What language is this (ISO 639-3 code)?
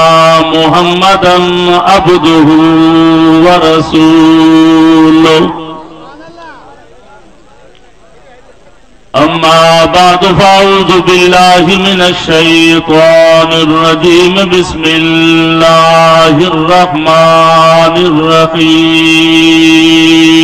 snd